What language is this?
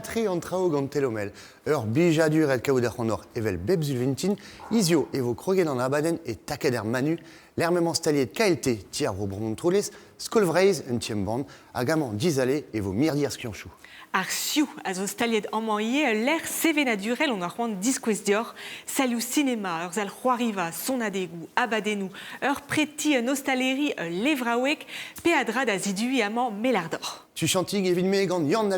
Breton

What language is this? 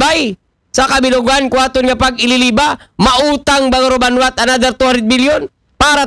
Aklanon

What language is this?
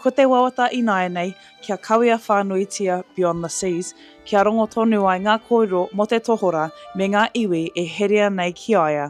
Māori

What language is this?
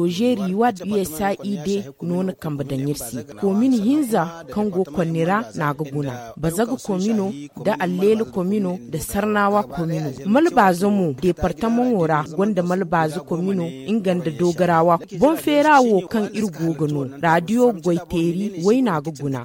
Zarma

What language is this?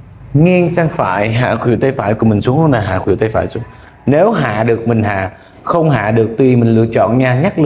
Vietnamese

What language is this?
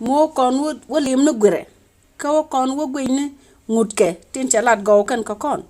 Nuer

